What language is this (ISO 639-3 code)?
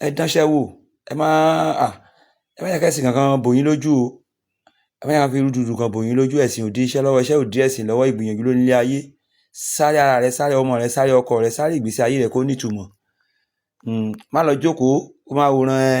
yor